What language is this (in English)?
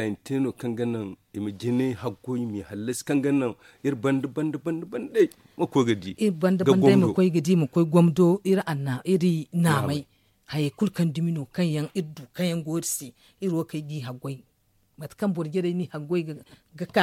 Zarma